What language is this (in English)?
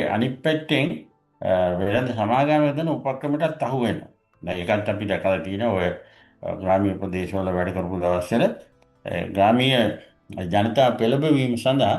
Sinhala